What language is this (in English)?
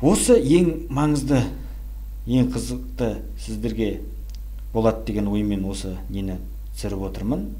Kazakh